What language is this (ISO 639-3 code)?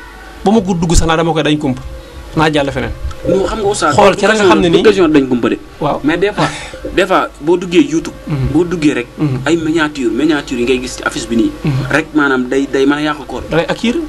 wol